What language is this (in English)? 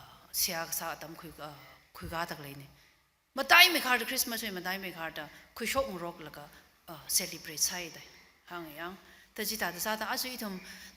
Tangkhul Naga (India)